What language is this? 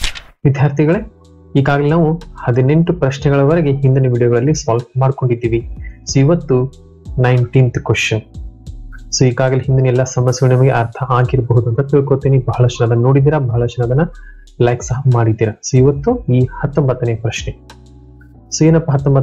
Kannada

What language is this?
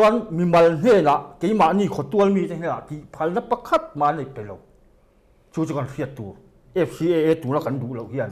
Mizo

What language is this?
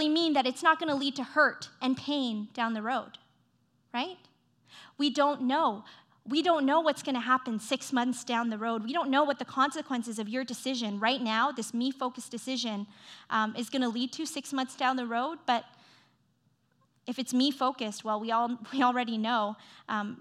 English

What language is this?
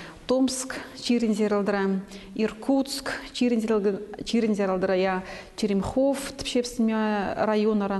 Khakas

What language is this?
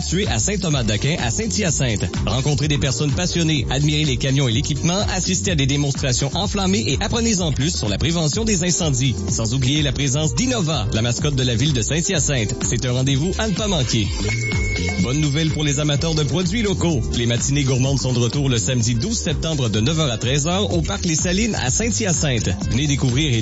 French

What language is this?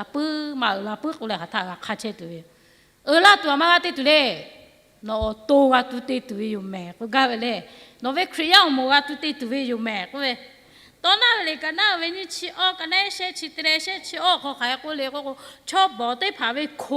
Lahu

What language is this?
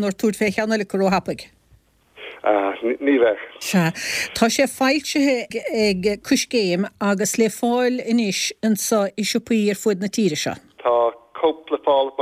Irish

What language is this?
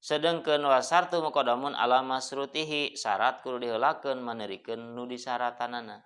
Sundanese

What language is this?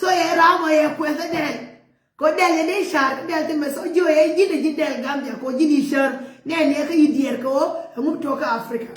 Nuer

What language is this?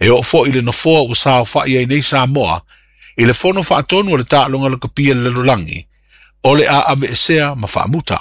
Samoan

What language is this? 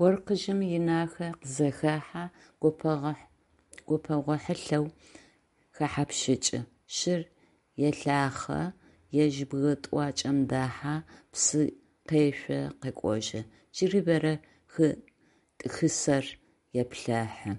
Adyghe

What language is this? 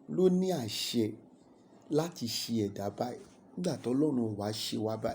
Yoruba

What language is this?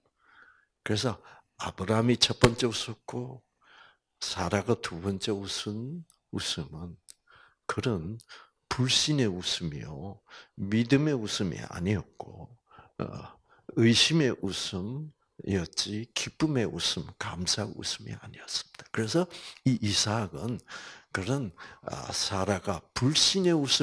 Korean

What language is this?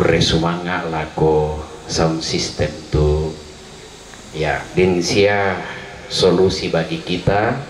Toraja-Sa'dan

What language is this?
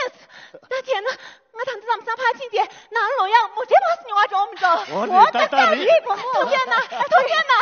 Tibetan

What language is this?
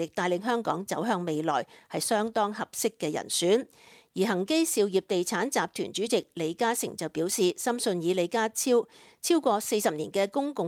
Cantonese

